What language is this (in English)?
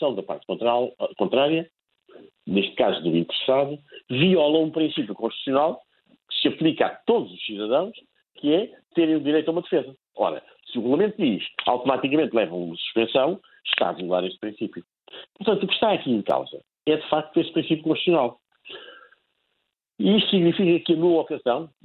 Portuguese